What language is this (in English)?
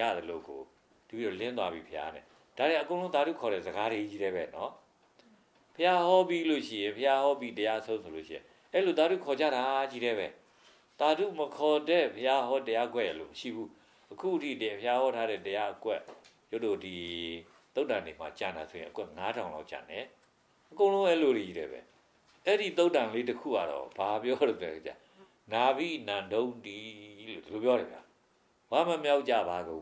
Burmese